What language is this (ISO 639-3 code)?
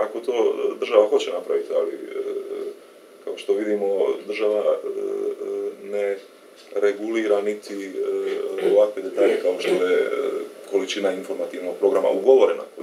hrv